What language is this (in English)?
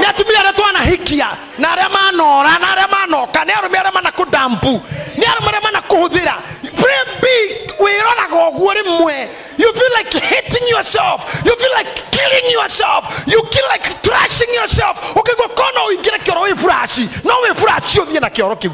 Kikuyu